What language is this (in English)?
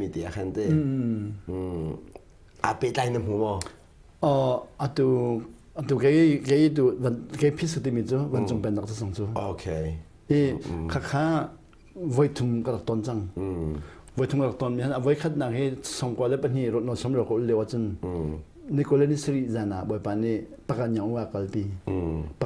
Hakha Chin